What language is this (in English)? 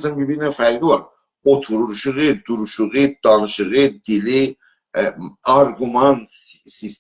South Azerbaijani